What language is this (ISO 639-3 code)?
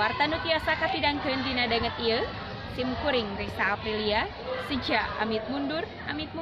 sun